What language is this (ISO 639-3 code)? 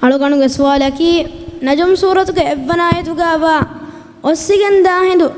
div